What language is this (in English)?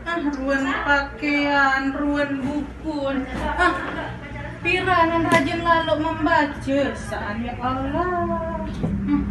Sasak